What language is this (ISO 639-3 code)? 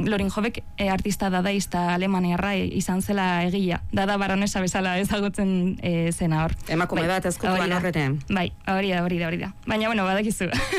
eus